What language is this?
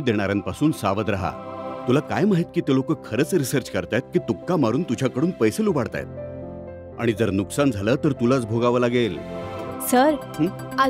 Marathi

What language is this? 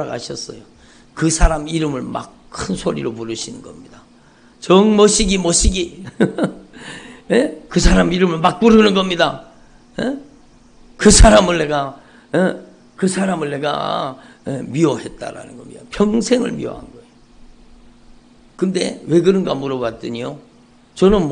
Korean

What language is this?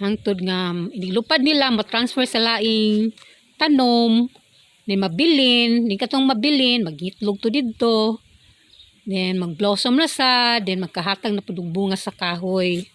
Cebuano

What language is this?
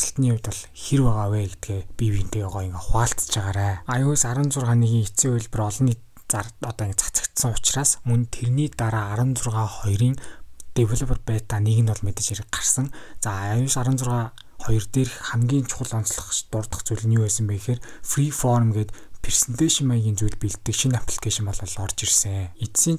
Mongolian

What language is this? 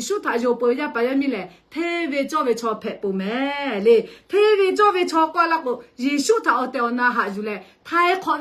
Lahu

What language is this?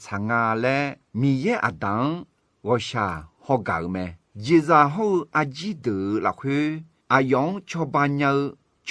Akha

